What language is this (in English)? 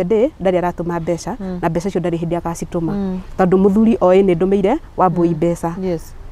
Kikuyu